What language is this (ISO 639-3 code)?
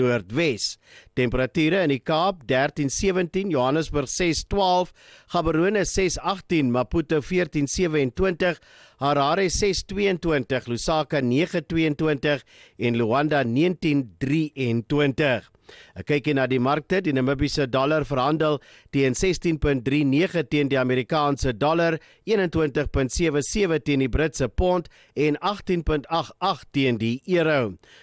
afr